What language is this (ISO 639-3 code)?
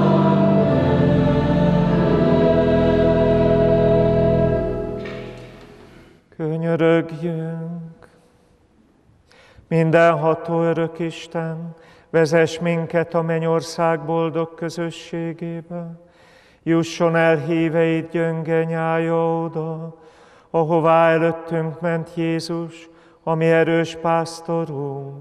hun